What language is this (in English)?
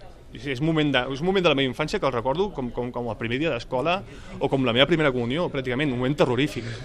Catalan